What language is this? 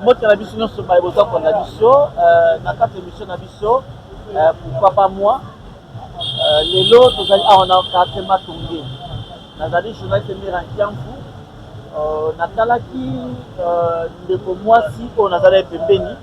Lingala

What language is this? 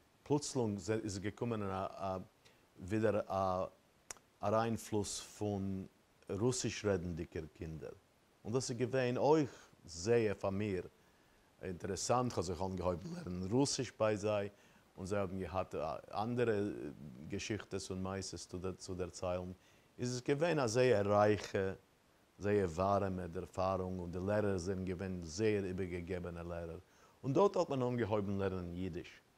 Yiddish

